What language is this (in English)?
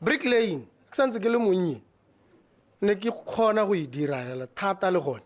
Tswana